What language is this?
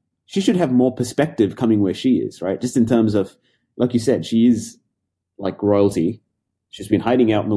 English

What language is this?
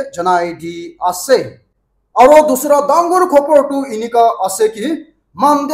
Naga Pidgin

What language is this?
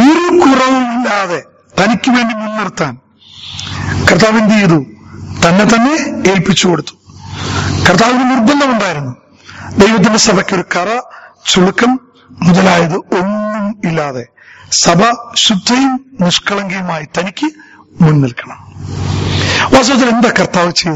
Malayalam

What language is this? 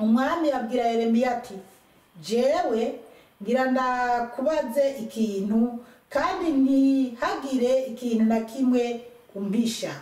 Rundi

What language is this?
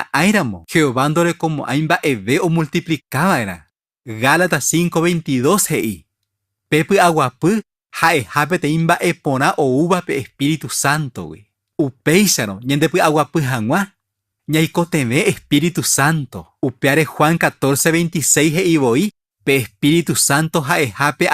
Guarani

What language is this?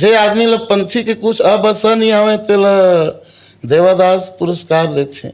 Chhattisgarhi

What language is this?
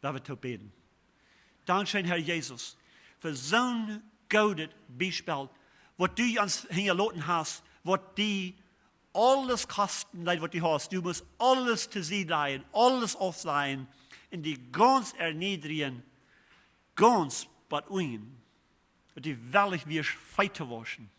Plautdietsch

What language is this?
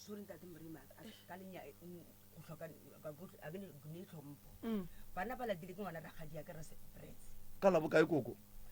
Northern Sotho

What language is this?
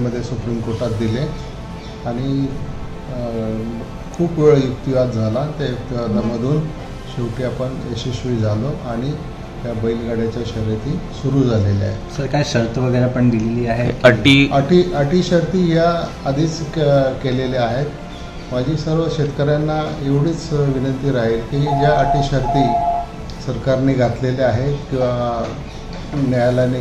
Marathi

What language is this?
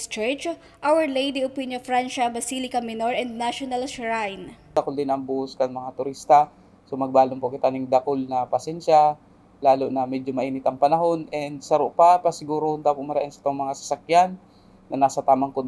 Bikol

